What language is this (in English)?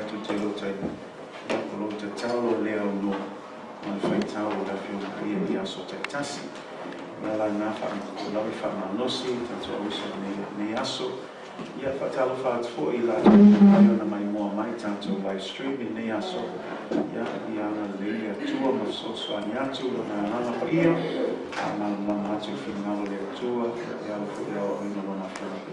Samoan